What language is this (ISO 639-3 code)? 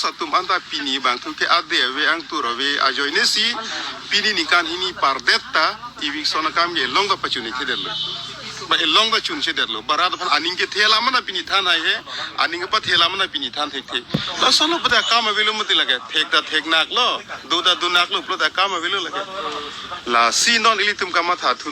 mjw